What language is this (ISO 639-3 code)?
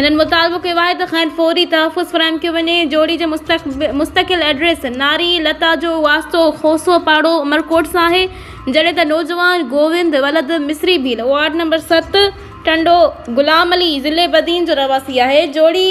snd